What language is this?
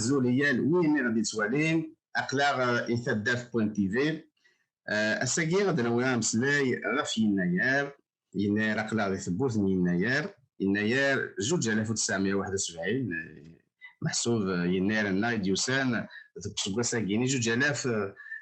Kabyle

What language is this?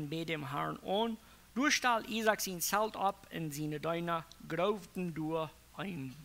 Plautdietsch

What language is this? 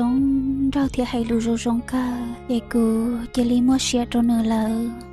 Hmong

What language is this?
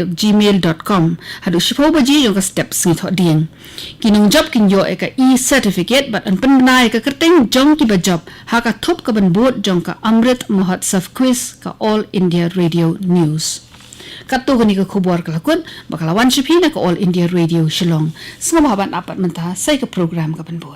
Khasi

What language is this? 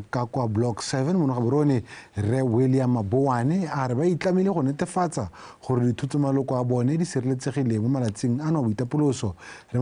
Tswana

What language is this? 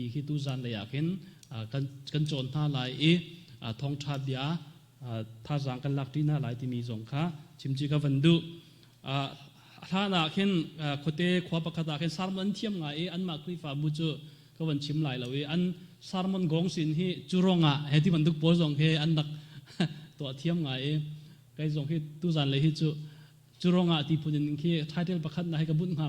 Hakha Chin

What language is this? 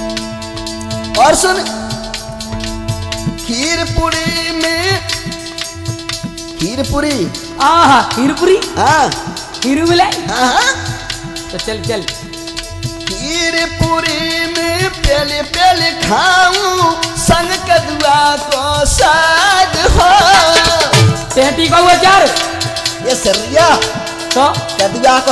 Haryanvi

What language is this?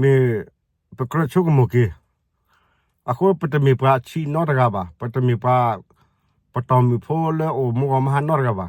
S'gaw Karen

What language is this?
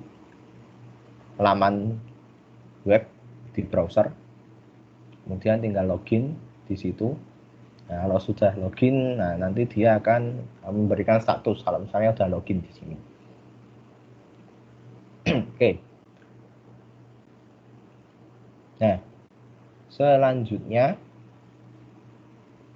Indonesian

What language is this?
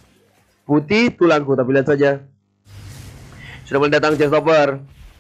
Indonesian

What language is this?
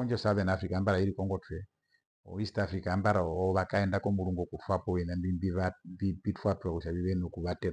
Herero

